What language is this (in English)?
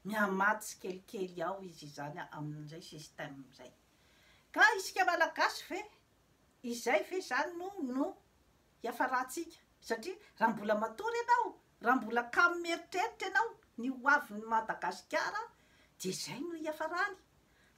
Malagasy